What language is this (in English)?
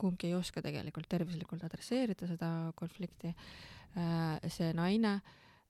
Estonian